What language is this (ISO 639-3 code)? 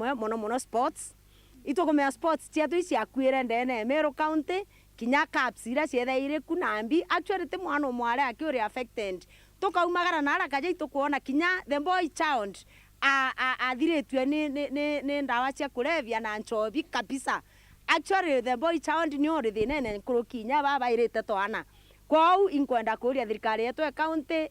mer